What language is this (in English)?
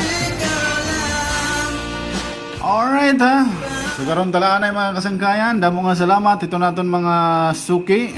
Waray